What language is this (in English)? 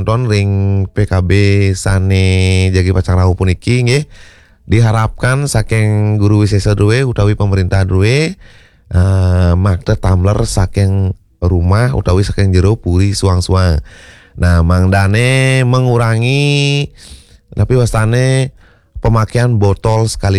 Balinese